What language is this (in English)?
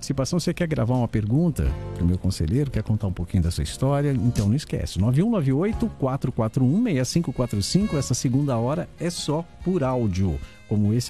Portuguese